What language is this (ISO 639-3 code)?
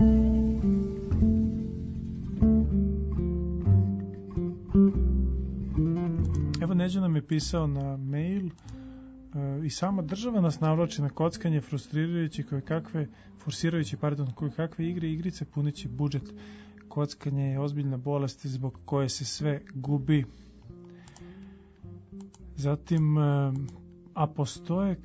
srp